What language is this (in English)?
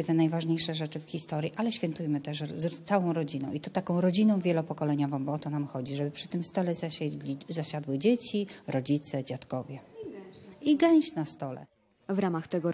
Polish